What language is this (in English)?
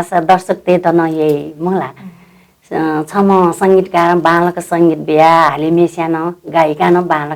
Newari